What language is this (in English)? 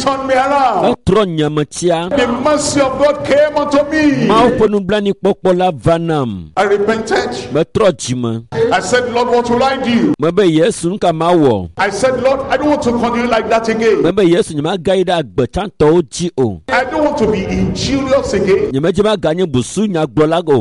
Ewe